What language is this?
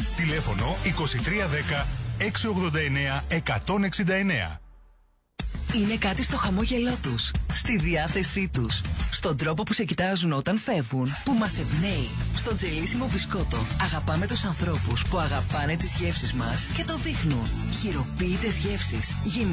Greek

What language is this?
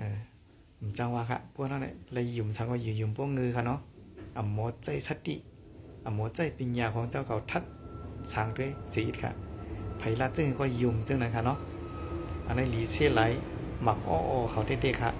Shan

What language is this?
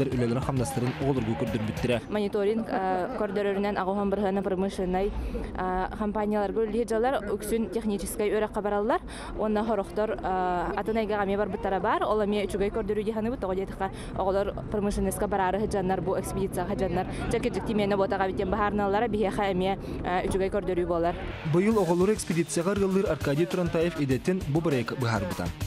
Yakut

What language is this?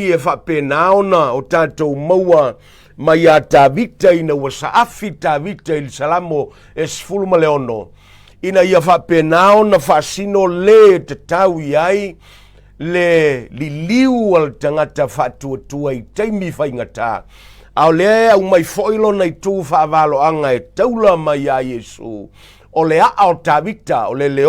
Samoan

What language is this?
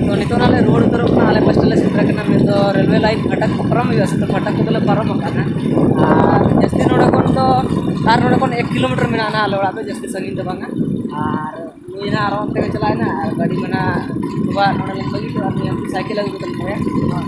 Santali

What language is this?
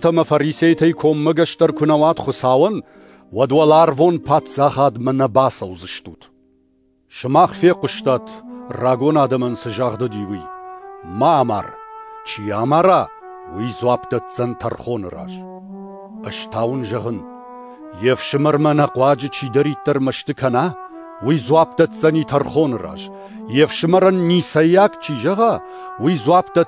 Ossetic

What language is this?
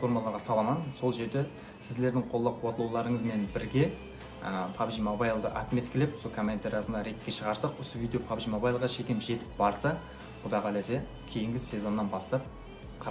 Kara-Kalpak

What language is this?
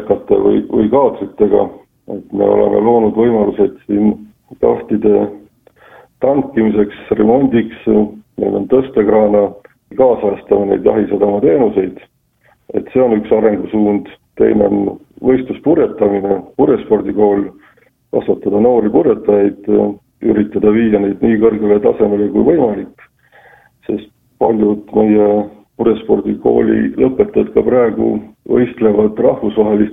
Estonian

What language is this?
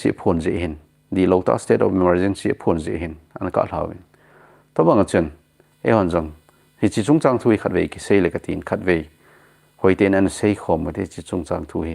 Thado Chin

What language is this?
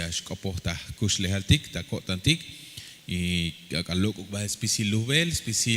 Tzeltal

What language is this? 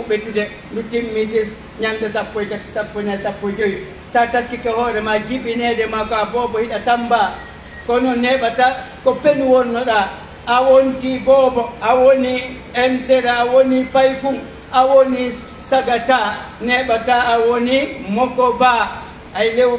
Pular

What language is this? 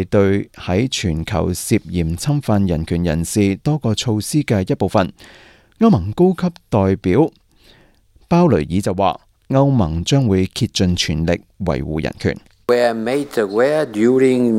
Cantonese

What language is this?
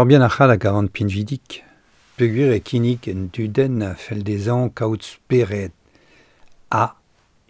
Breton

